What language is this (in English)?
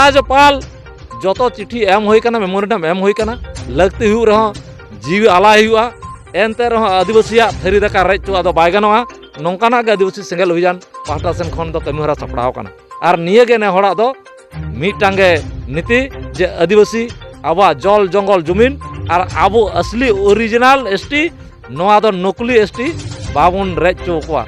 Santali